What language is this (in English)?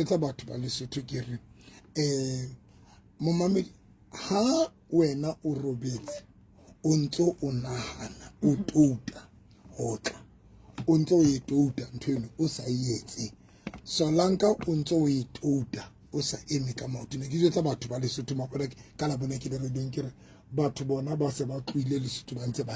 Southern Sotho